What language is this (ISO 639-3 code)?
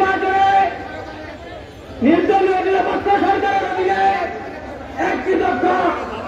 ben